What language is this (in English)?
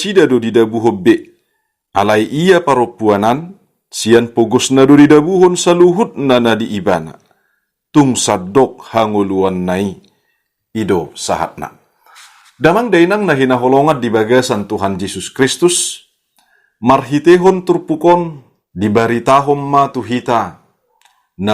Batak Toba